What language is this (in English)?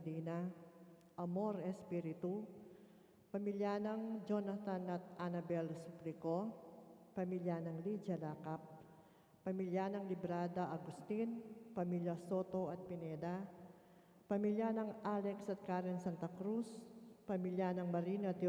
Pampanga